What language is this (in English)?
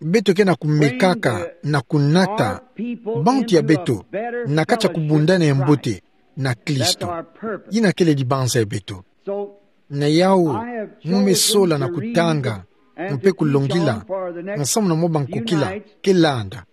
Kituba (Democratic Republic of Congo)